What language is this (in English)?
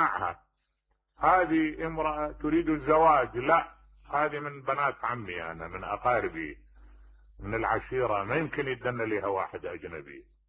Mesopotamian Arabic